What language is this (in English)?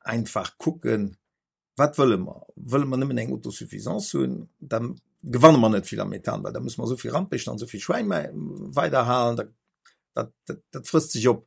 Luxembourgish